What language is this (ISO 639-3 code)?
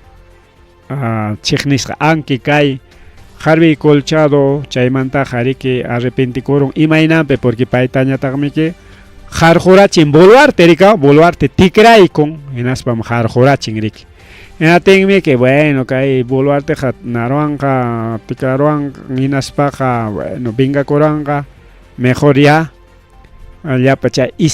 quy